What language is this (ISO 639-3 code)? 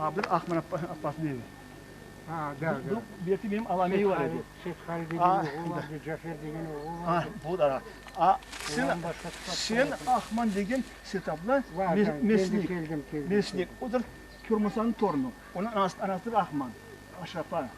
crh